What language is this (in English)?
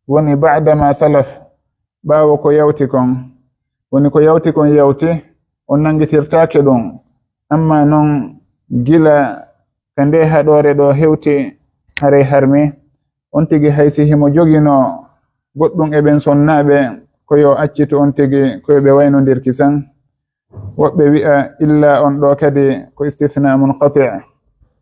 Fula